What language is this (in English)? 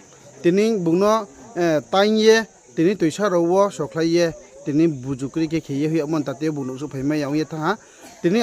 Riang (India)